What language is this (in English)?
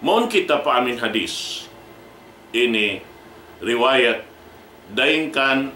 Tausug